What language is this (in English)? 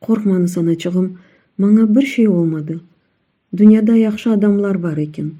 Crimean Tatar